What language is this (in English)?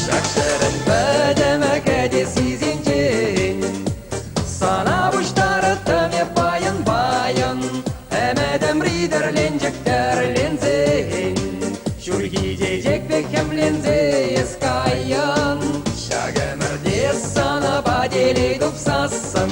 Chuvash